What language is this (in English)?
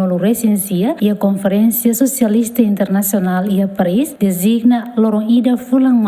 Tetum